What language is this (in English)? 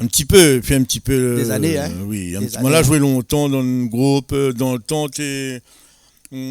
Réunion Creole French